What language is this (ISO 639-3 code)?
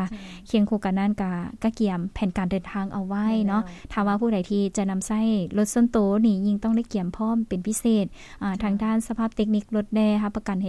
lao